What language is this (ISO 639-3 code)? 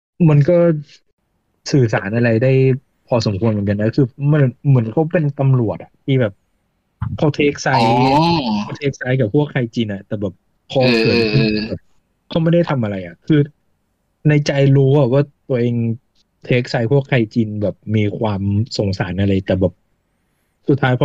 tha